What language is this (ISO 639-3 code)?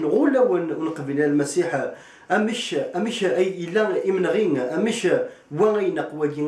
kab